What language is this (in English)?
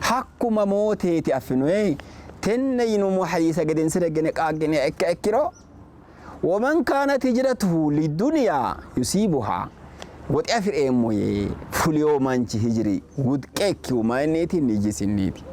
Sidamo